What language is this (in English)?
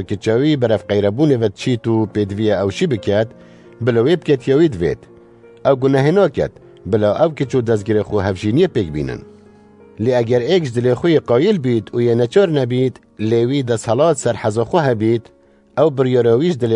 Kurdish